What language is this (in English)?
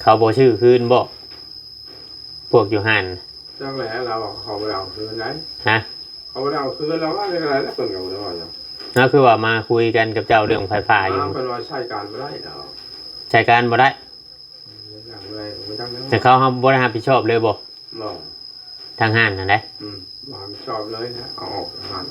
Northeastern Thai